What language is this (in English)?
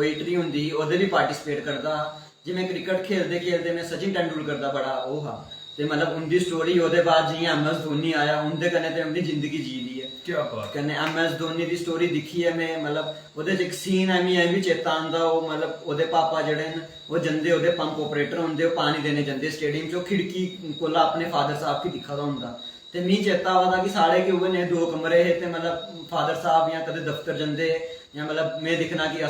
Dogri